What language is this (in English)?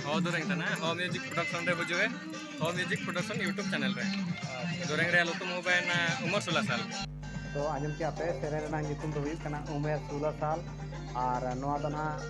Santali